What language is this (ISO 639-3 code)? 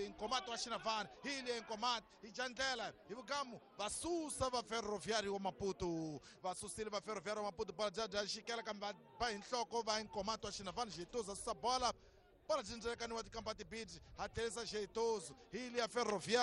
tso